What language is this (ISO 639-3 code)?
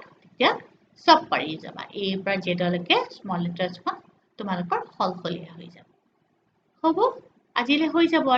asm